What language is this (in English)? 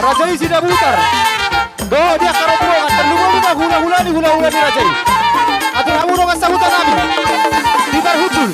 Batak Toba